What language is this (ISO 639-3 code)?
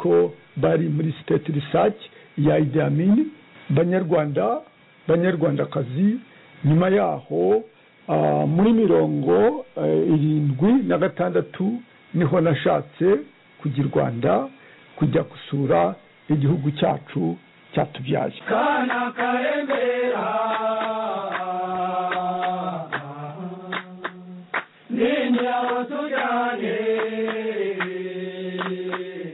kin